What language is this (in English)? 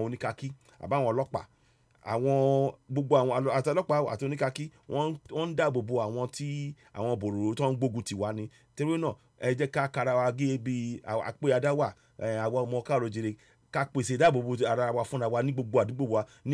Yoruba